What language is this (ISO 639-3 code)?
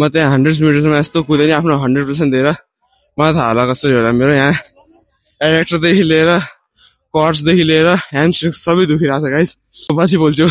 nep